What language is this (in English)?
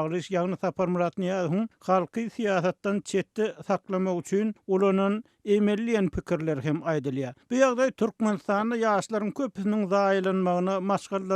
Turkmen